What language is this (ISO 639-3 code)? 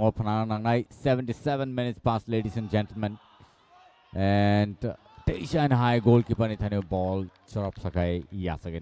trp